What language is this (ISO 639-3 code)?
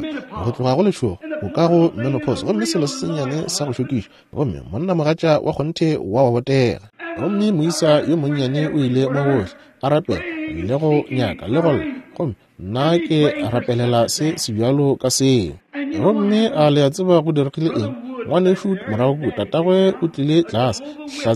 nso